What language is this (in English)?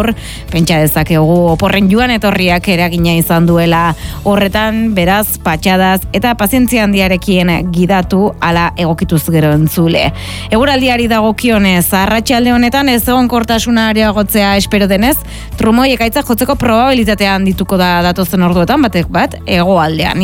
Basque